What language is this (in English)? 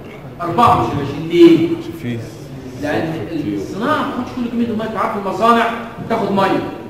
Egyptian Arabic